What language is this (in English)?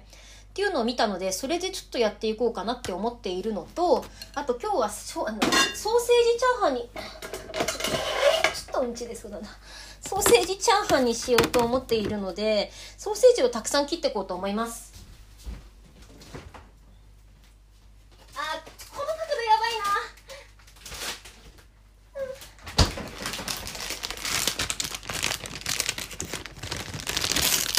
Japanese